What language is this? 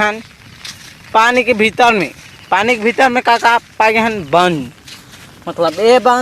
Chhattisgarhi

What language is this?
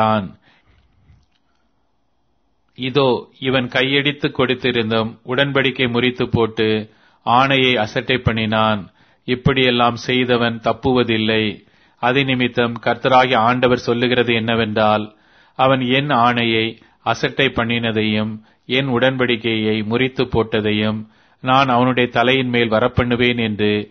Tamil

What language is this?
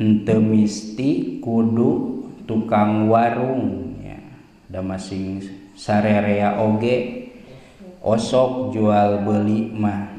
Sundanese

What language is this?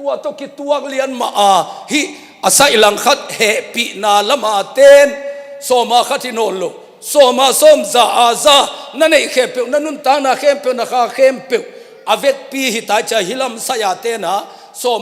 Tedim Chin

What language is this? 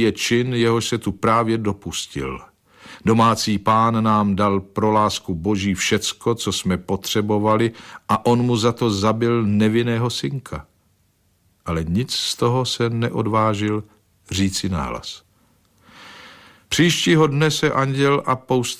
Czech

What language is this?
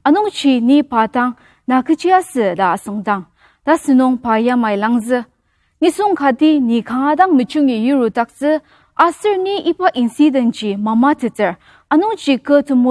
Ao Naga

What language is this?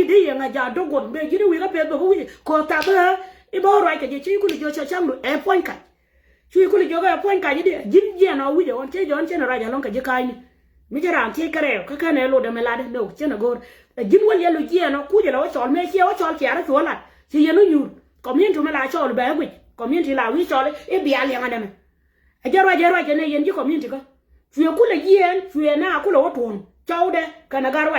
Nuer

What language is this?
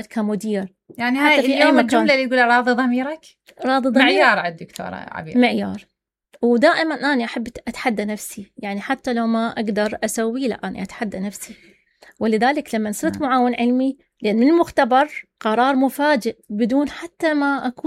Mesopotamian Arabic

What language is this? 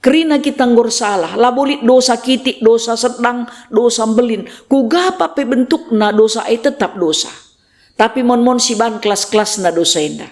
Batak Karo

